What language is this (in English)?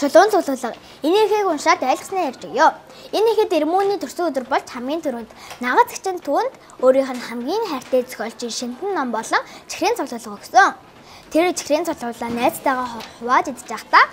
Mongolian